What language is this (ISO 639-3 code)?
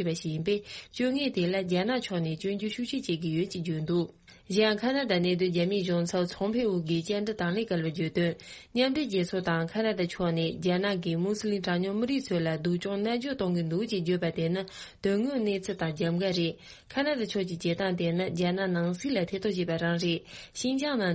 bod